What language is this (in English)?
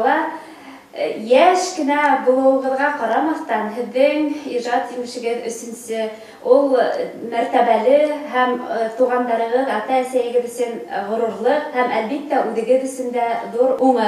Bashkir